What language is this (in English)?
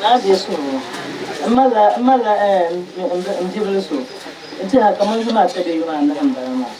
Dagbani